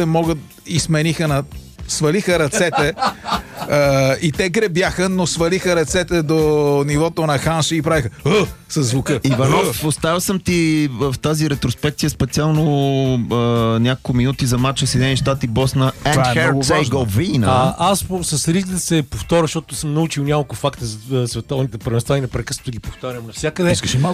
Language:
Bulgarian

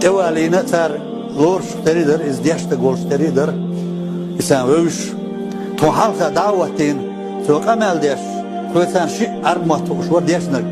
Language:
Chechen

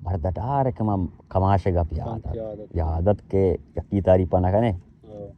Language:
Baluchi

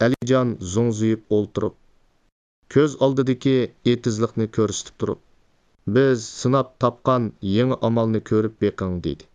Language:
Uyghur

